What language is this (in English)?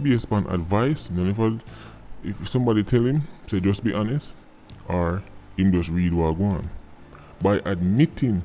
Jamaican Creole English